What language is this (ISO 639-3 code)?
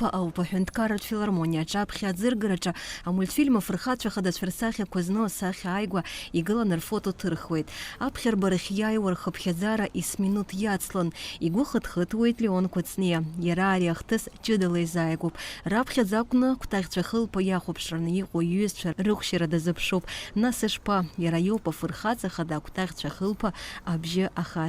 abk